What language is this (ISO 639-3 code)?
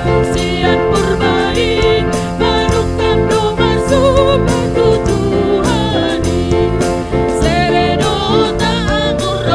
bbc